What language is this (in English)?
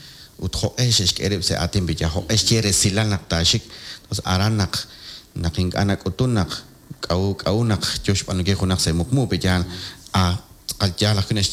Kekchí